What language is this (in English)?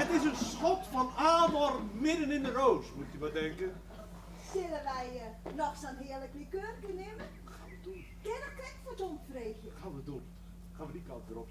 Western Frisian